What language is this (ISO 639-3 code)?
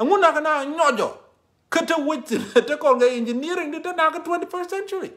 nus